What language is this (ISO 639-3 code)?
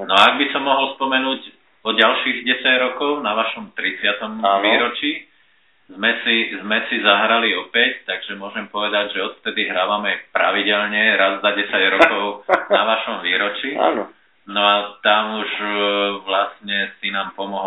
slk